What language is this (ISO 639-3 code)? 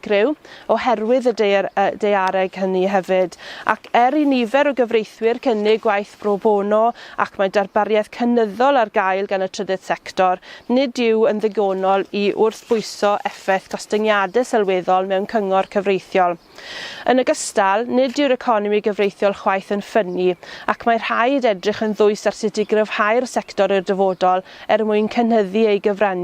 cym